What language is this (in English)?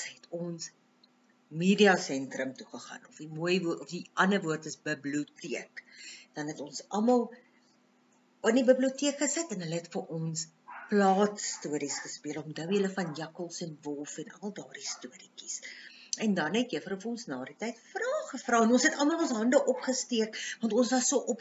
Afrikaans